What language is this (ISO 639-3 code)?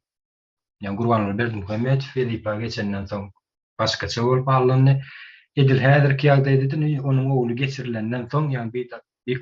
tuk